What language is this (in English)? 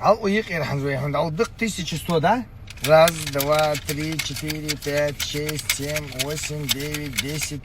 Ingush